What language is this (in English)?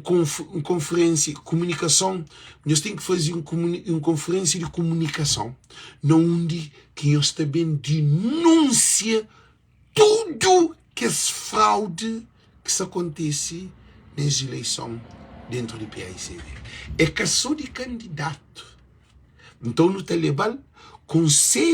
Kabuverdianu